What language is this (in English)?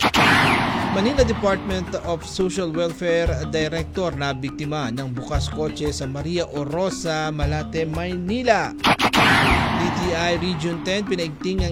Filipino